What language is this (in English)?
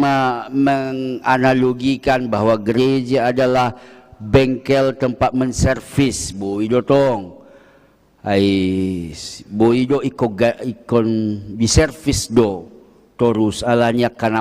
Batak Toba